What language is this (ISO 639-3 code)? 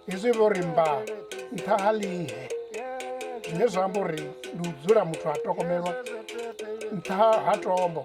ven